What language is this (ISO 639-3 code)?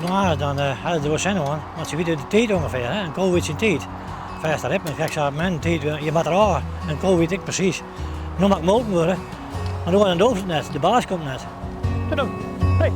fry